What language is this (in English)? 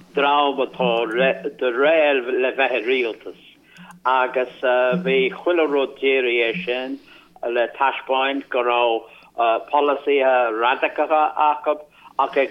Irish